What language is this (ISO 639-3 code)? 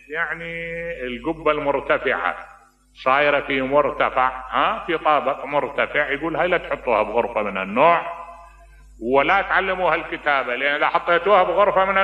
acm